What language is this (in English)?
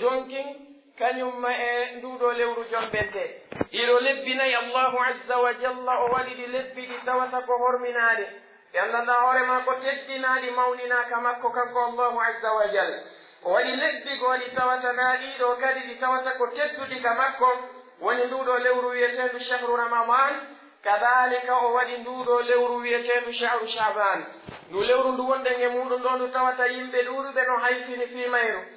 Pular